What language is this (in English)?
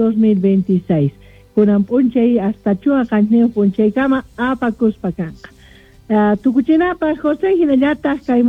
Quechua